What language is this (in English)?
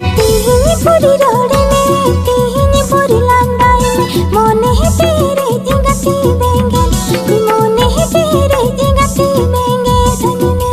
Santali